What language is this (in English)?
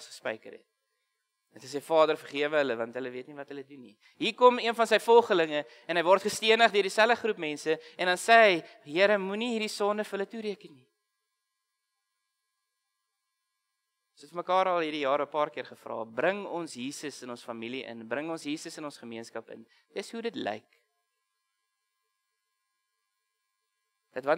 Afrikaans